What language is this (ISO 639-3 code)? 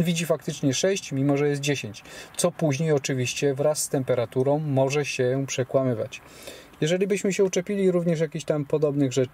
pol